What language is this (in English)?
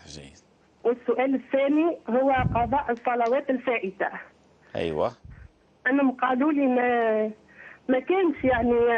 Algerian Arabic